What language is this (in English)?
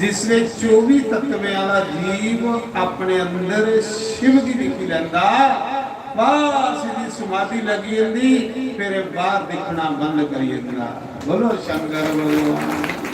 Dogri